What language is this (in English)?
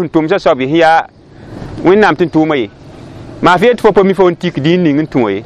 Mossi